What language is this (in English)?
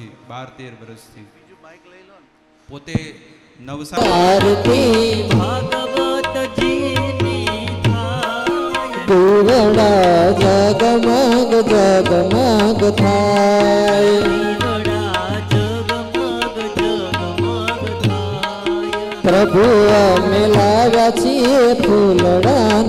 Gujarati